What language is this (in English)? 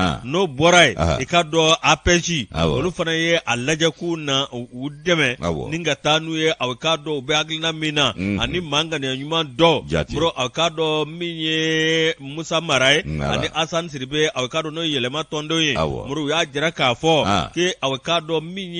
Bambara